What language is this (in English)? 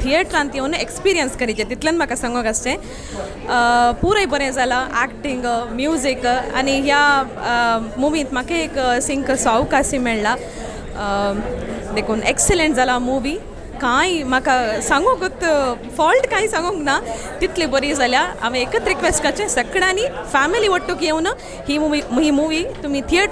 Konkani